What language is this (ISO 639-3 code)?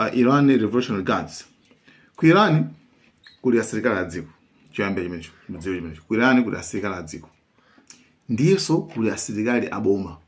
nya